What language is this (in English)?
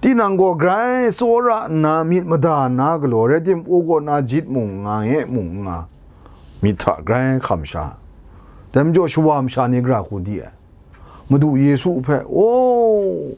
Kachin